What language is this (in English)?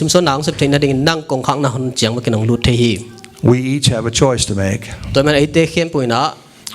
Tedim Chin